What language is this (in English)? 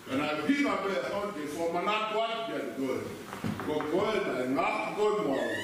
Tongan